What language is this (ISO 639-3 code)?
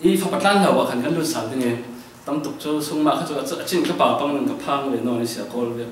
cfm